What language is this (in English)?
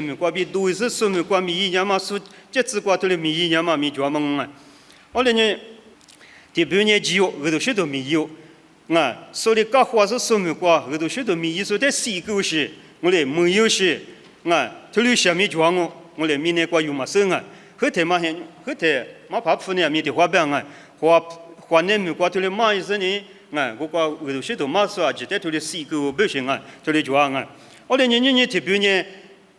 Lisu